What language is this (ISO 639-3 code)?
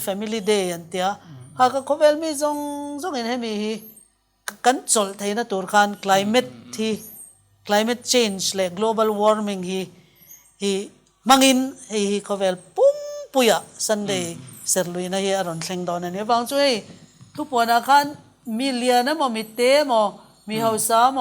lus